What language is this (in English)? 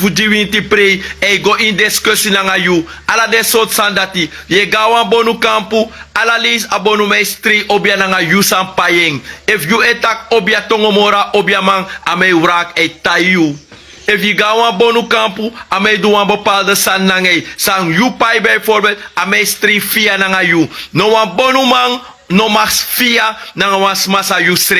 Sranan Tongo